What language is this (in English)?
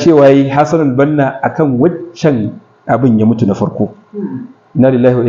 Hausa